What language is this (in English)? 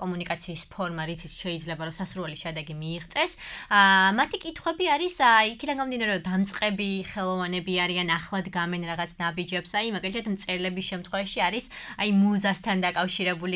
Georgian